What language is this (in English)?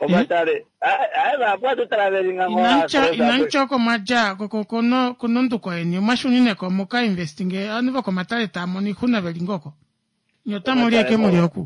Kuanyama